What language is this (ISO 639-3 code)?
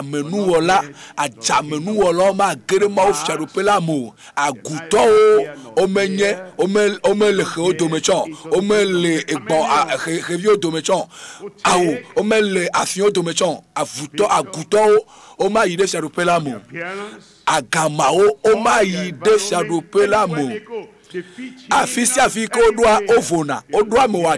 ewe